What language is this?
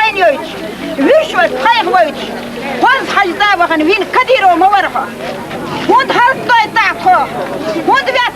Chechen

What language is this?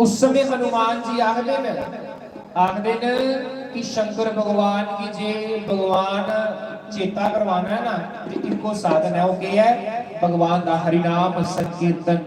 Dogri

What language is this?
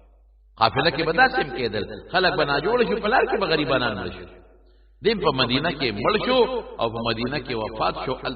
Pashto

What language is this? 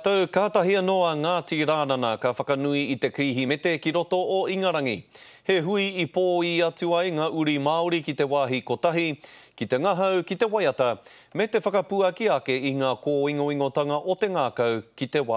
Māori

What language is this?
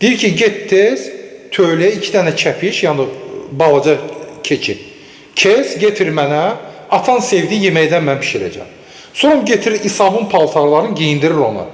Azerbaijani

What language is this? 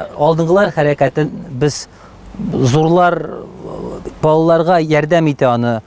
Tatar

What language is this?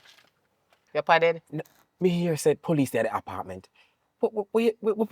Jamaican Creole English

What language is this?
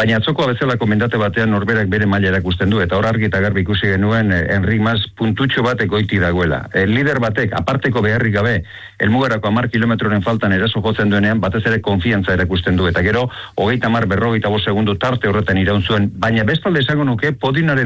Basque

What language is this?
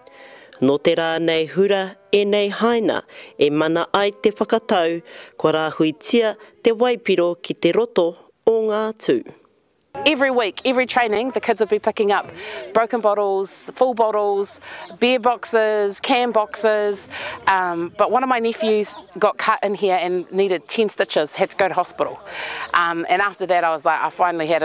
Māori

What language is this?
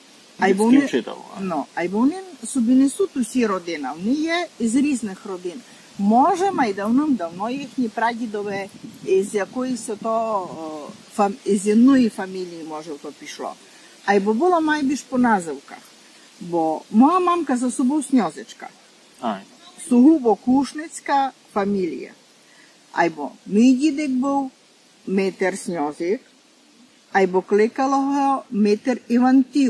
Rusyn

